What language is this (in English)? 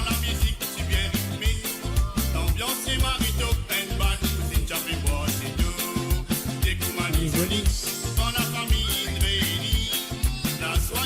Morisyen